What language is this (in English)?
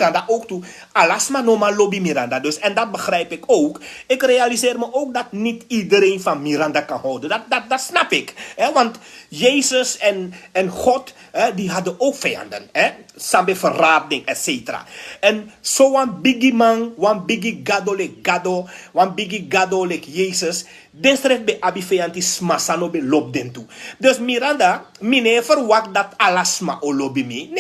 Sranan Tongo